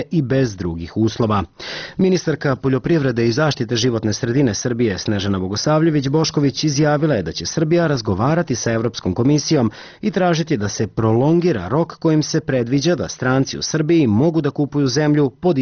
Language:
Serbian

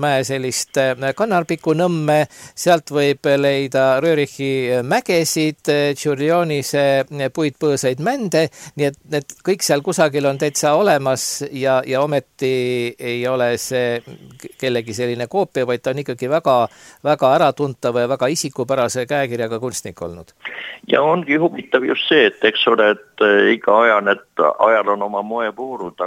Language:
Estonian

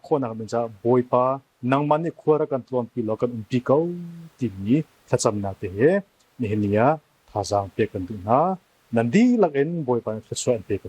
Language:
Hakha Chin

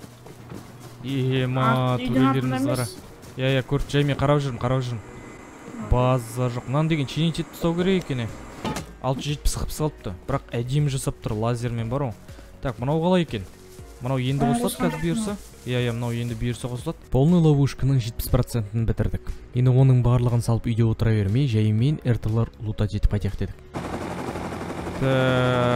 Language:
Kazakh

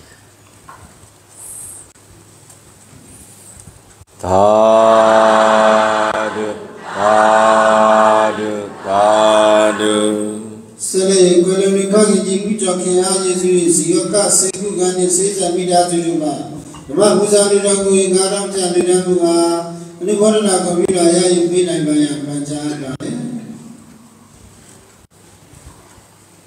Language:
Burmese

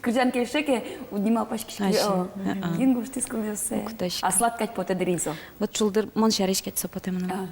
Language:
Udmurt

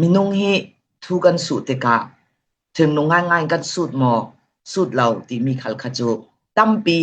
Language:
Falam Chin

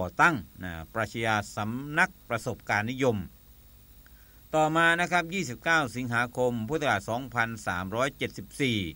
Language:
Thai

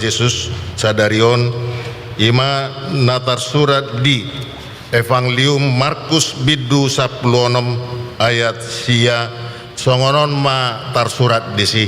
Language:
Batak Toba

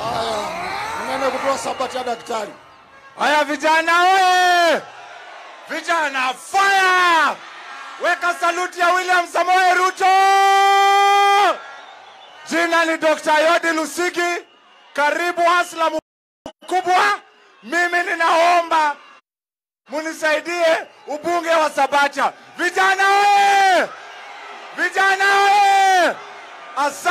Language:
Swahili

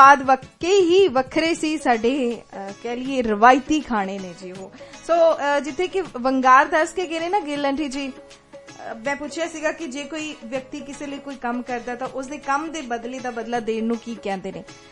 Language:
Punjabi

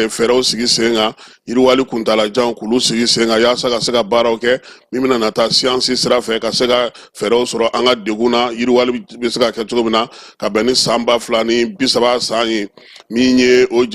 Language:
Bambara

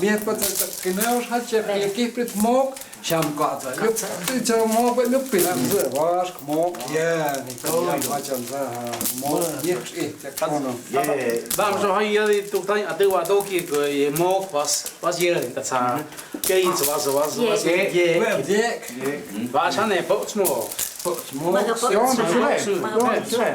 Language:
Totontepec Mixe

